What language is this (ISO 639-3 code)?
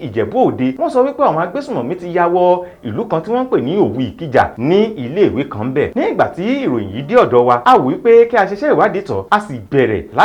yor